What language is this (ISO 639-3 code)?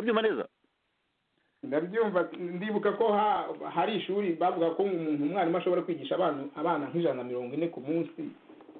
kin